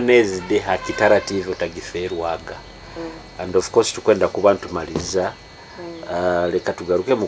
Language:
Nyoro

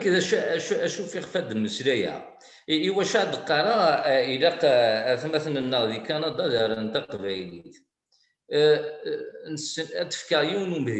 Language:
Kabyle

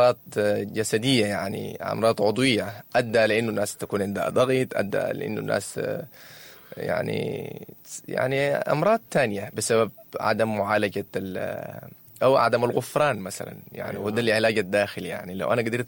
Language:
Sudanese Arabic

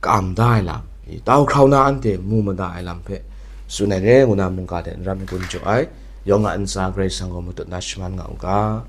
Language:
Kachin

